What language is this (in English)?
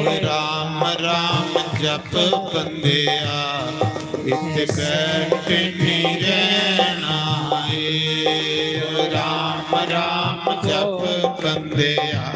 Dogri